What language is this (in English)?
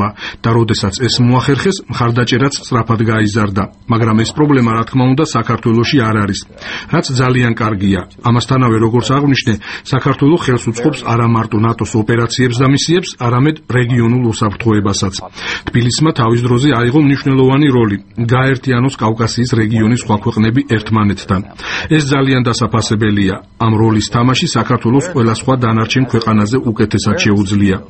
Georgian